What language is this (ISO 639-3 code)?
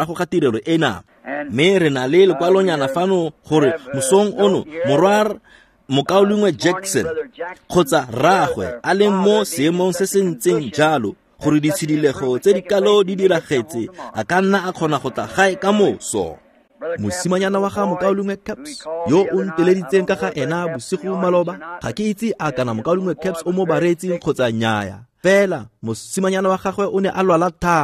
tsn